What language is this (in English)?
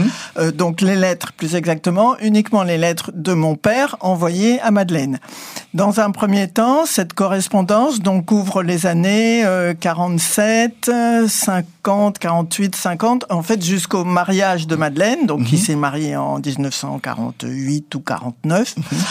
French